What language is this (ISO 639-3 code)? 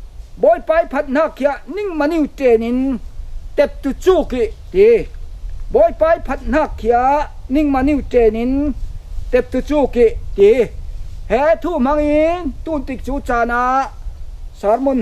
cfm